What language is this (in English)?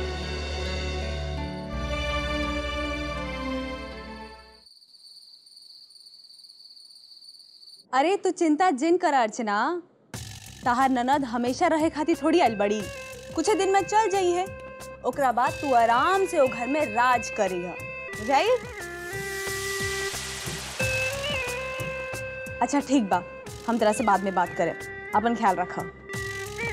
Bhojpuri